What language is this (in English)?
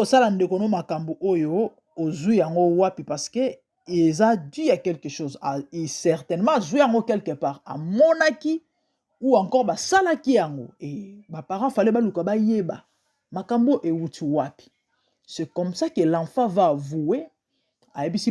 Lingala